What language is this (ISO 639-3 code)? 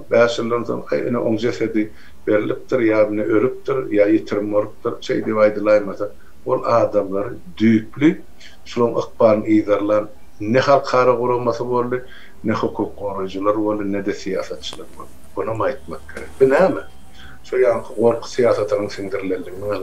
tuk